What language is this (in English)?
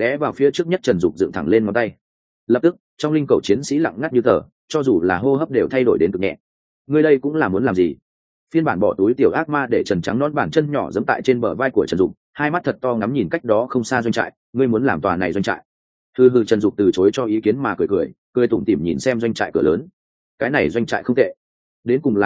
Vietnamese